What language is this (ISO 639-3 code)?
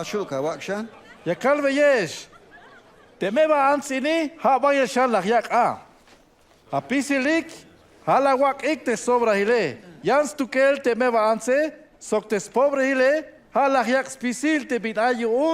tzh